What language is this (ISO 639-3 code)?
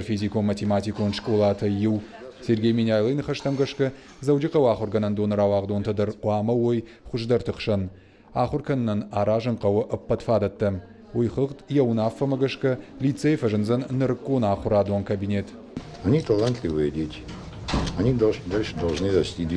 oss